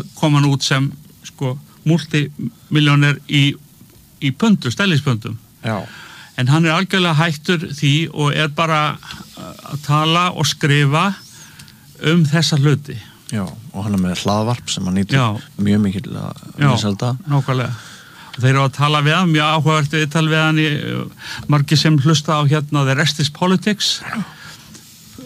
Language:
Icelandic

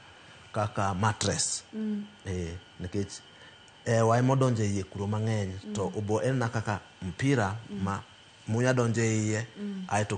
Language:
Luo (Kenya and Tanzania)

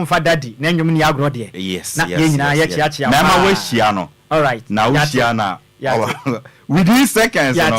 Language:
Akan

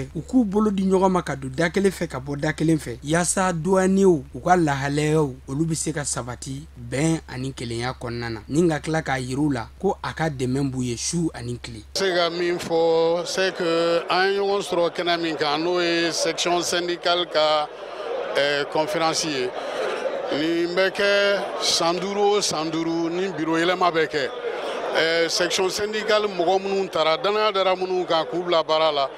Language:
Bambara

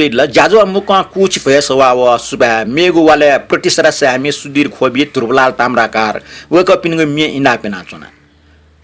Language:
Newari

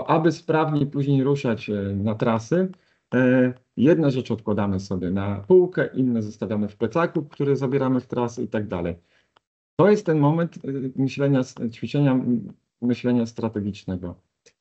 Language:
Polish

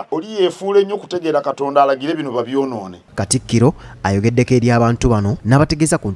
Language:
Ganda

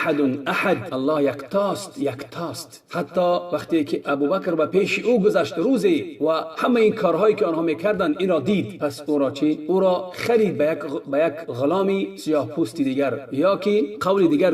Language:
Tajik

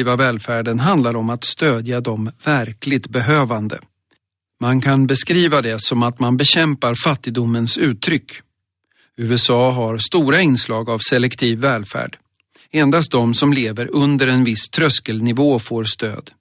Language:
Swedish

